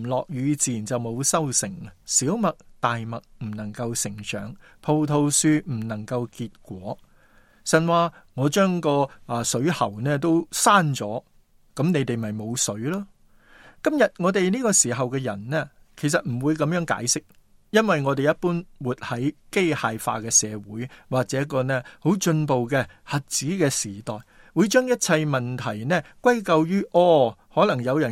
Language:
Cantonese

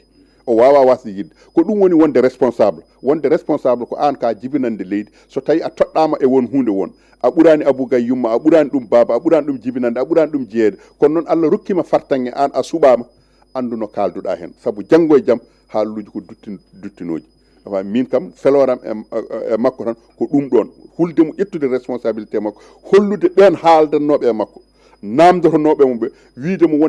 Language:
Fula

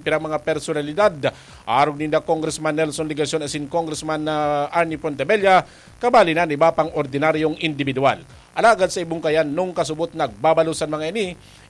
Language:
Bikol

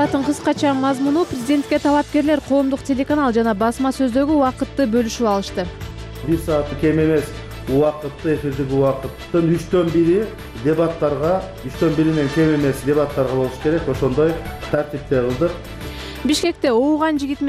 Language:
Kyrgyz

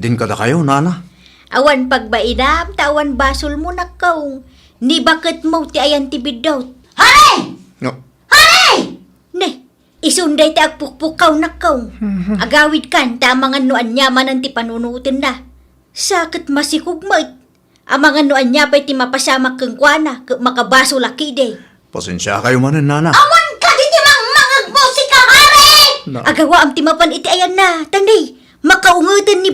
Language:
Iloko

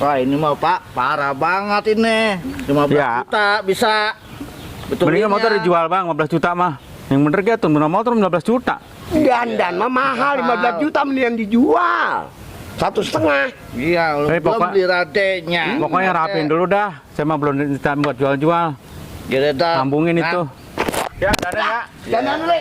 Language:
Betawi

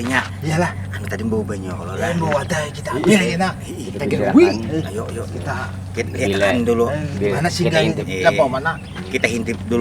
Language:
Banjar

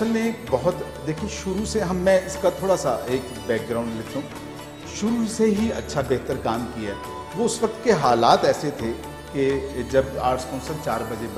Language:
Urdu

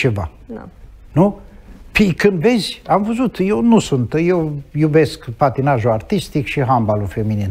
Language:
Romanian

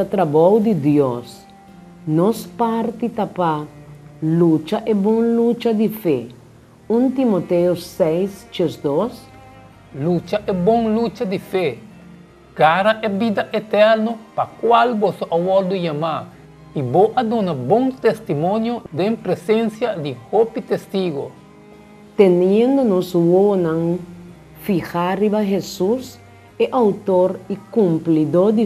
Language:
Papiamento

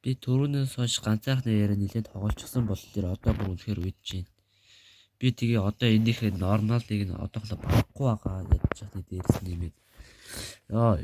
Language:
Mongolian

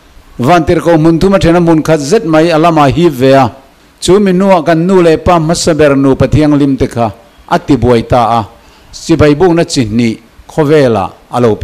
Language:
Mizo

